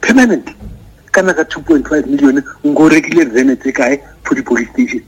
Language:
Northern Sotho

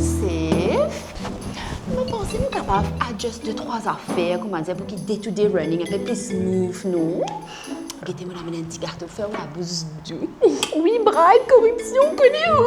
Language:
Morisyen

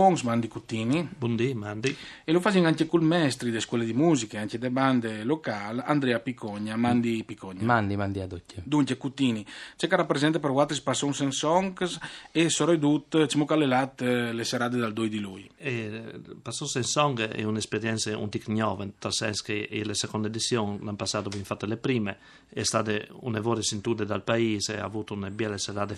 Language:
Friulian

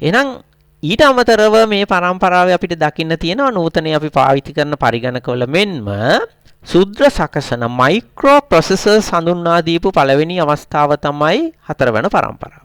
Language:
Sinhala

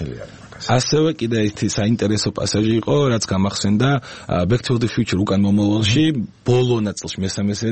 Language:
Georgian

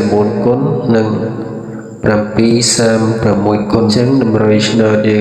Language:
Khmer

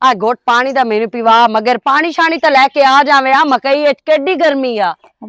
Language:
Western Panjabi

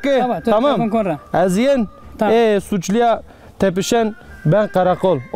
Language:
Zaza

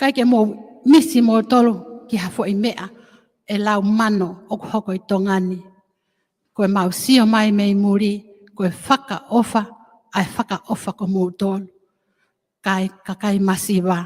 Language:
Tongan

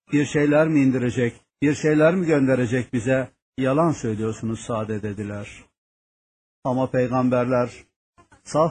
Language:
Turkish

